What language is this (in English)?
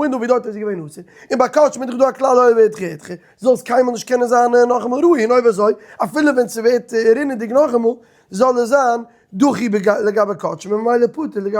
Yiddish